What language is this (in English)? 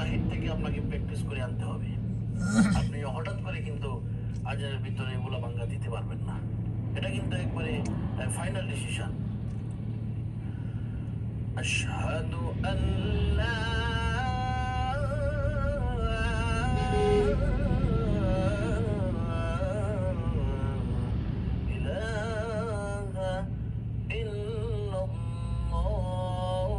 Bangla